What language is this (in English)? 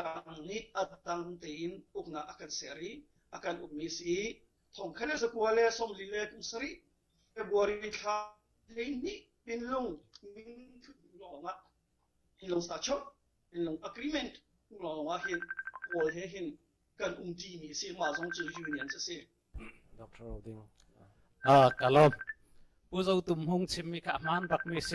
Hakha Chin